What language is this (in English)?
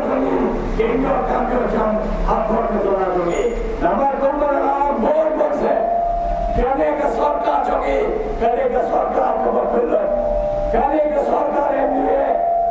Khasi